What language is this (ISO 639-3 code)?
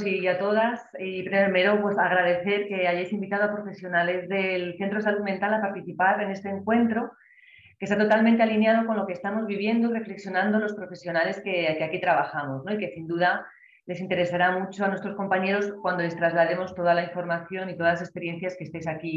spa